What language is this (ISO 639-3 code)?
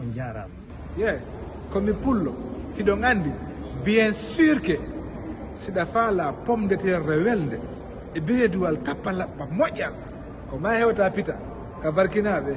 ful